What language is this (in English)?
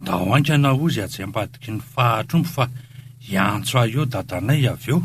Malagasy